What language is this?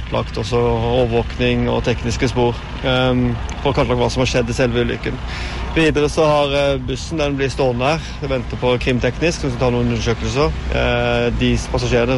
Norwegian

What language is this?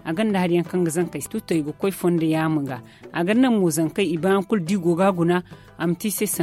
Zarma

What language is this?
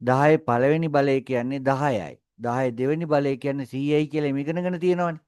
Sinhala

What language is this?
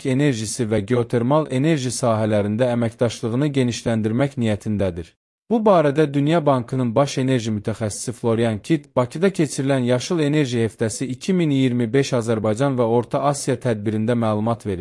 Azerbaijani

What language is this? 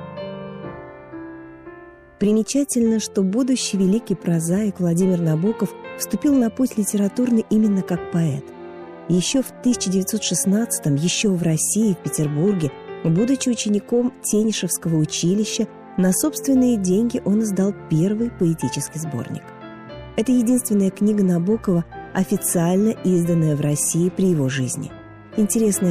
Russian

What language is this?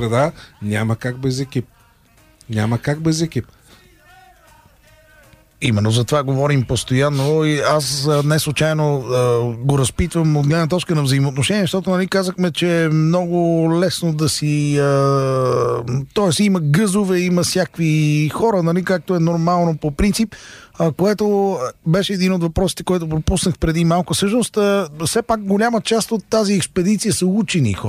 Bulgarian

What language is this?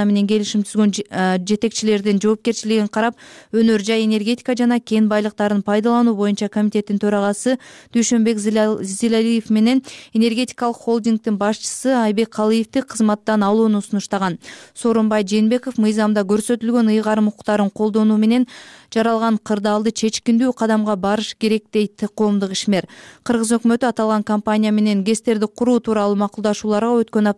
Kyrgyz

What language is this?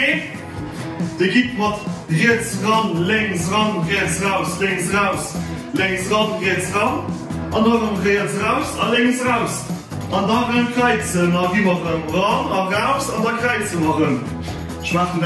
Luxembourgish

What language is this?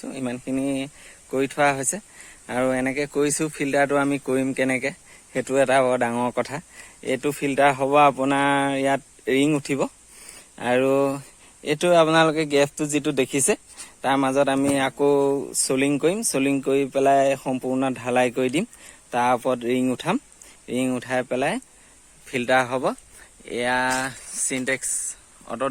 Assamese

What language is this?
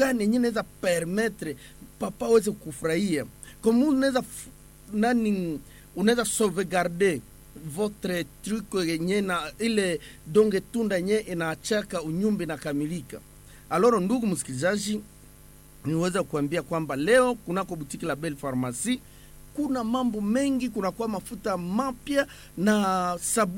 Swahili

